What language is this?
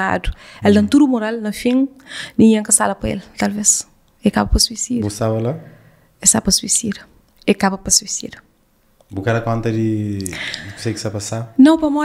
Kabuverdianu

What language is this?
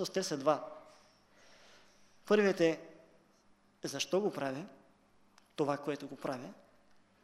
Bulgarian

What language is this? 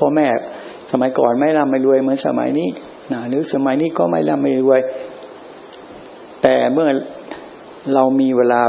Thai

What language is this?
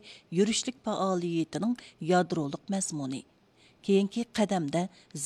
Uyghur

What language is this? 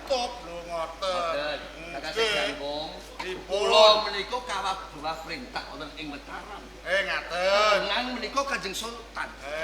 Javanese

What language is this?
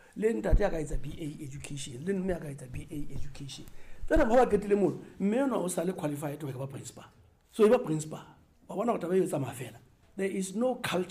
Southern Sotho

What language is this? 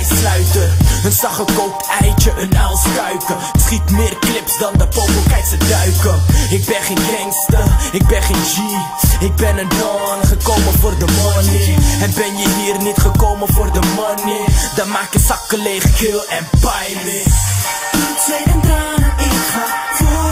Dutch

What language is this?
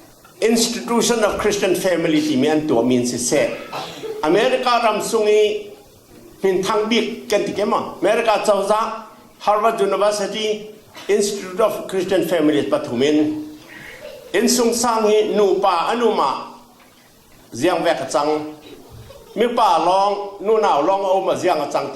Falam Chin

